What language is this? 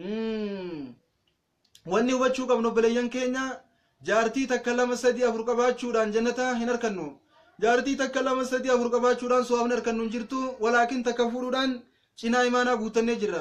Oromo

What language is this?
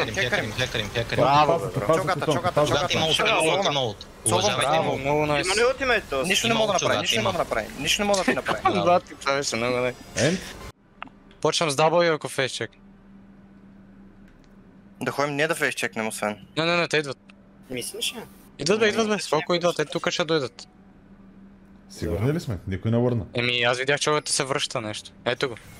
Bulgarian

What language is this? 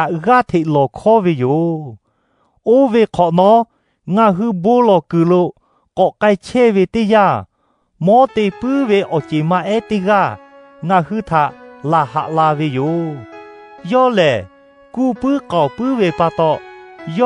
Lahu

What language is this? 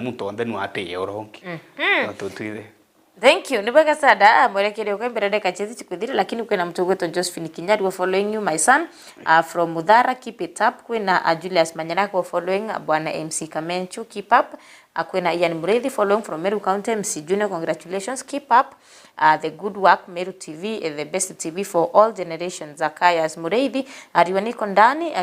Meru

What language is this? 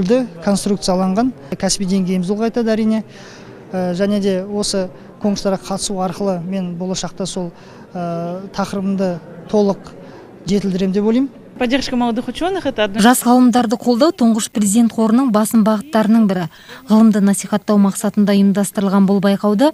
Kazakh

